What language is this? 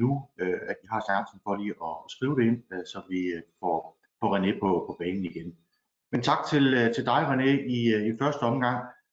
Danish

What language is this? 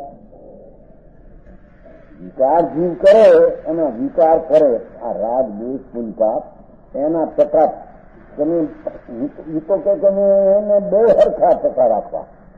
Gujarati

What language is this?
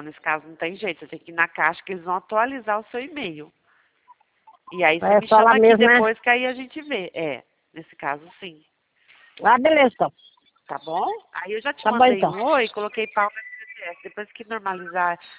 Portuguese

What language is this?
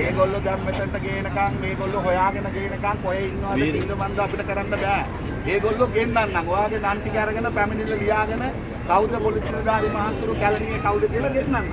Sinhala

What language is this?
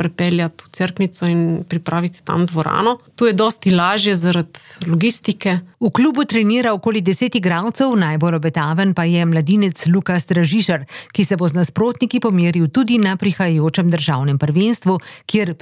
Slovenian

